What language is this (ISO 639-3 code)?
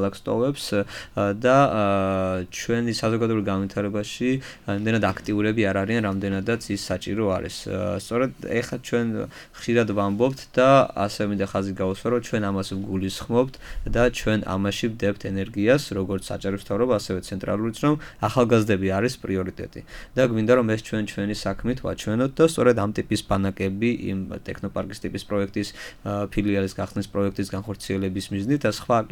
kat